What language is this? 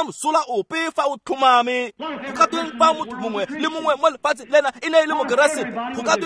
Tswana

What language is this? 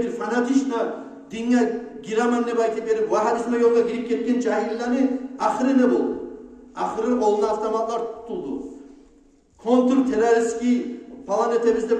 Kumyk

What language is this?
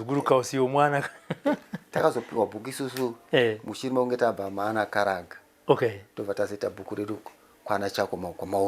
Shona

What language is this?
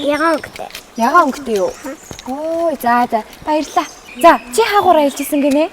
Mongolian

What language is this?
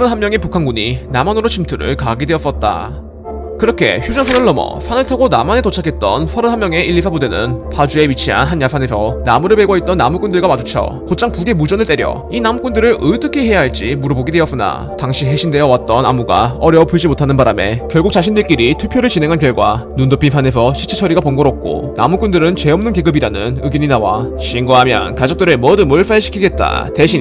Korean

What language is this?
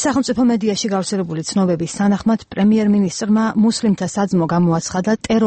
Georgian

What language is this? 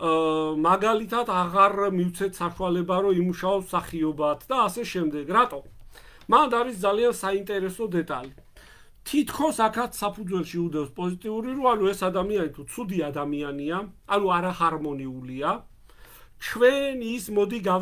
Georgian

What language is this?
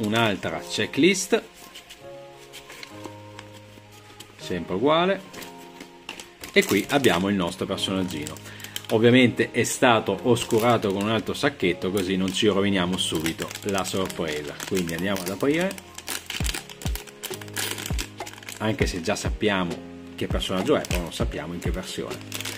Italian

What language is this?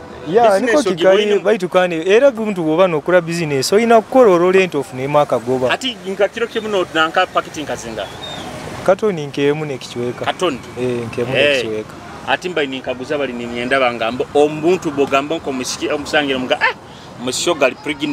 Nyoro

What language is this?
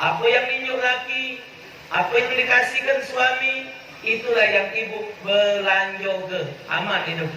Musi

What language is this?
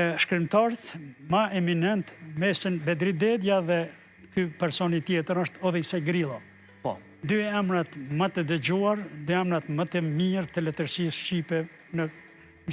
Albanian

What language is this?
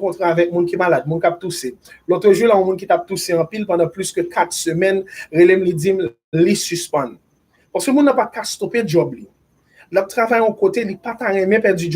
Haitian Creole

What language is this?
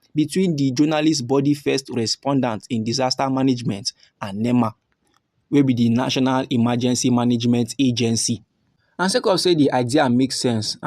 Nigerian Pidgin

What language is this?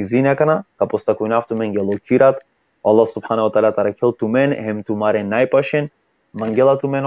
Balkan Romani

